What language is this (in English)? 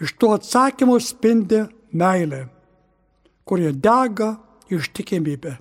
Lithuanian